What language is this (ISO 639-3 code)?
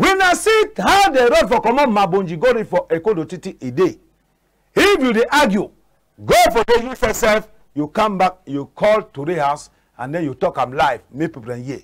wes